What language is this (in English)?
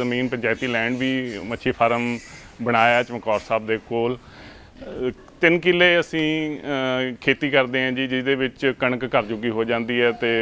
Punjabi